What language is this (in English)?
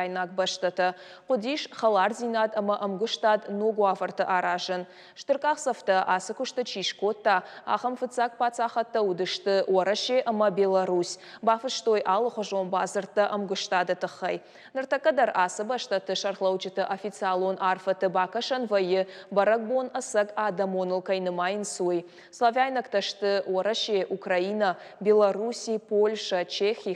Ossetic